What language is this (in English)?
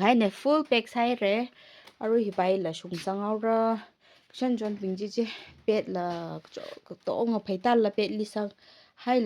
Tangkhul Naga (India)